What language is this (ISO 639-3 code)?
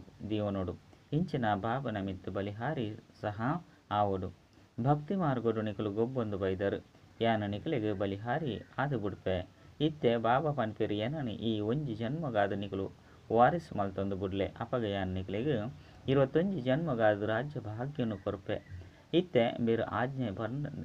tcy